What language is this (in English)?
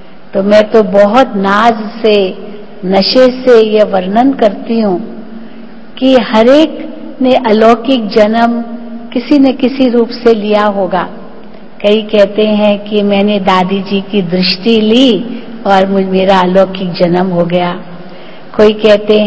Hindi